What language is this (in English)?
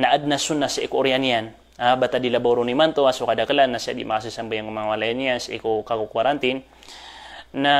Maranao